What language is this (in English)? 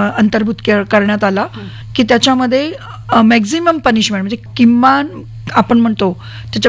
Marathi